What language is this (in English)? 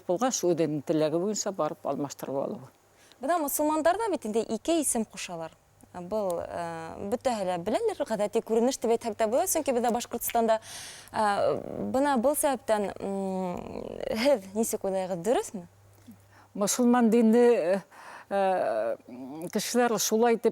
Bashkir